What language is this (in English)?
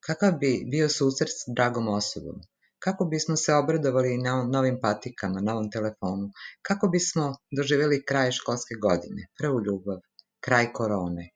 Serbian